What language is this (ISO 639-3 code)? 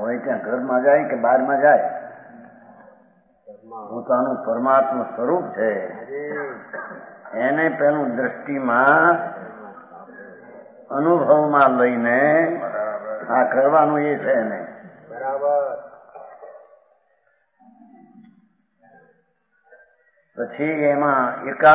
guj